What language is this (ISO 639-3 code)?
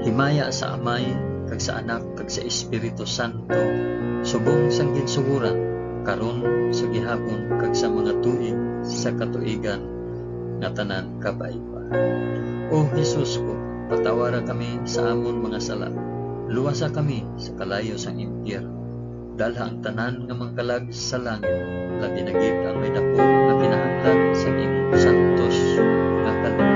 hil